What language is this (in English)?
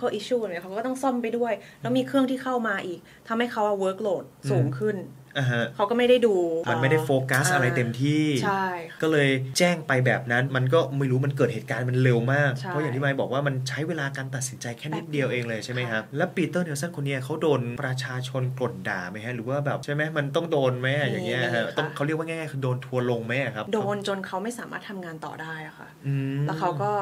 Thai